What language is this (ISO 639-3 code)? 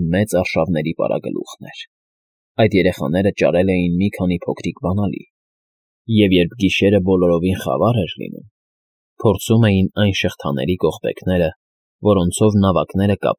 hye